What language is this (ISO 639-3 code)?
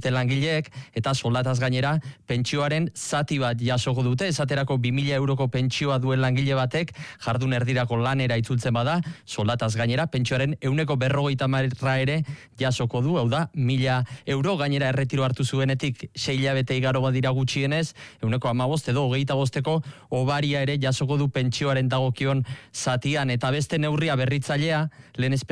eus